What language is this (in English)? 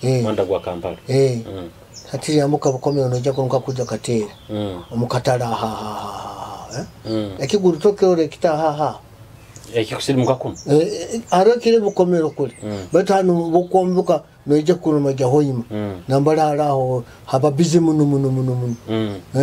Nyoro